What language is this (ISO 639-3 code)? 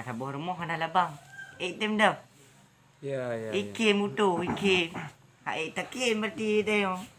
ace